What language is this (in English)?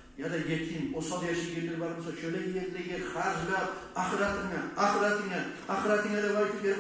Kumyk